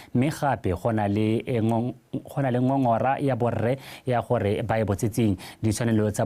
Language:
Tswana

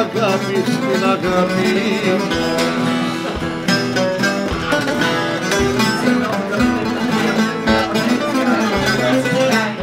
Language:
Greek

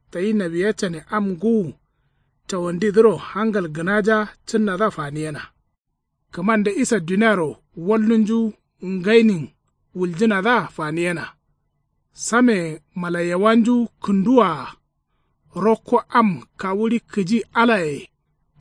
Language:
Kanuri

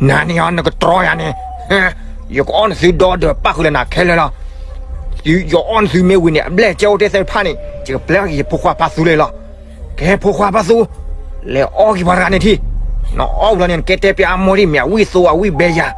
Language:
S'gaw Karen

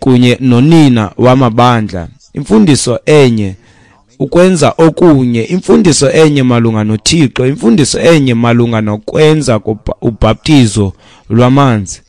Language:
Xhosa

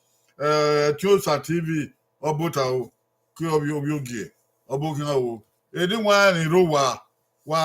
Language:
Bini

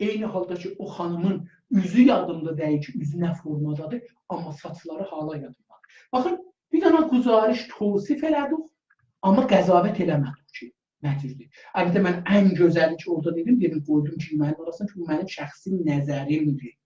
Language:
South Azerbaijani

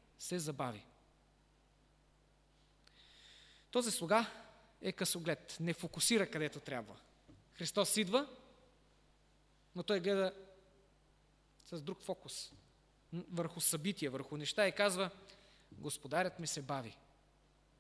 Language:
Bulgarian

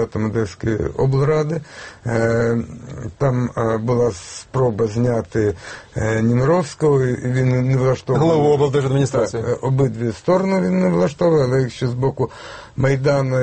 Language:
Ukrainian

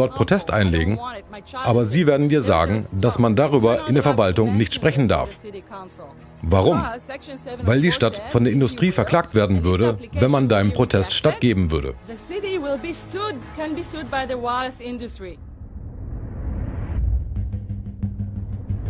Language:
German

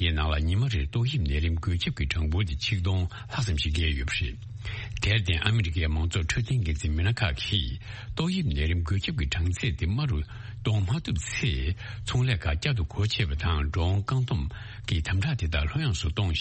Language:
Tibetan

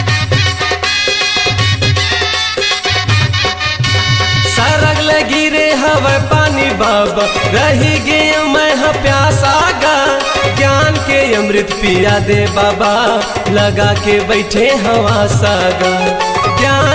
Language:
Chhattisgarhi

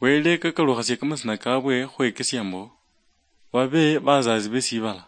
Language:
Luyia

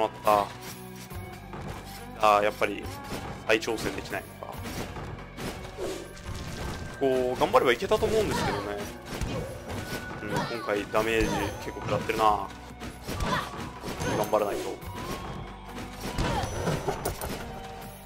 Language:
Japanese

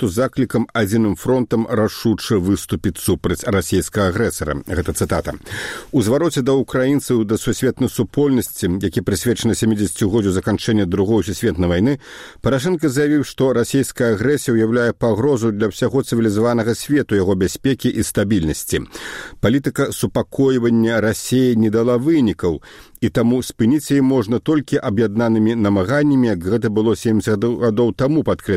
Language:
Belarusian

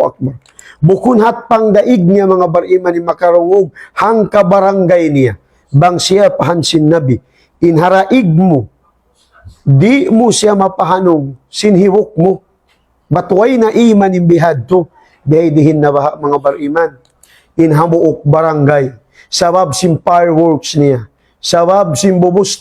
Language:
Tausug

